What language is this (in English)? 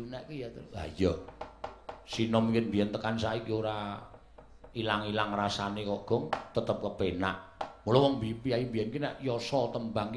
Javanese